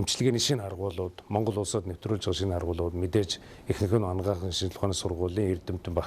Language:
Mongolian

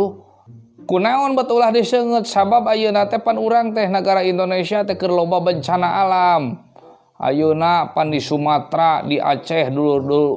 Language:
Sundanese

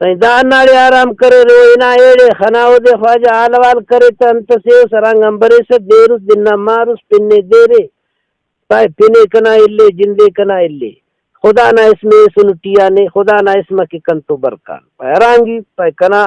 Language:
Brahui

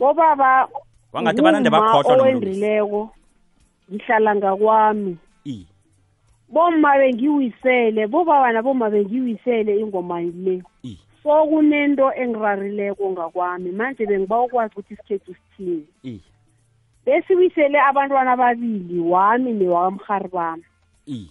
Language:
South Ndebele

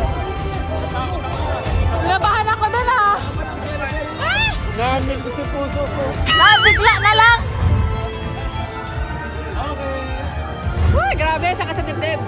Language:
Filipino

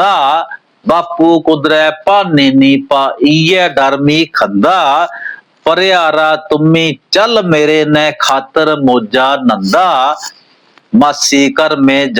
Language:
Dogri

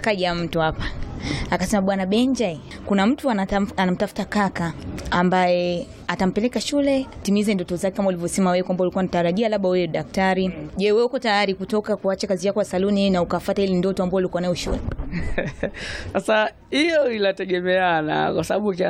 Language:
Swahili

